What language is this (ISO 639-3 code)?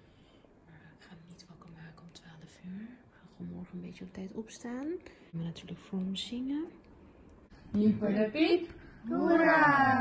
nld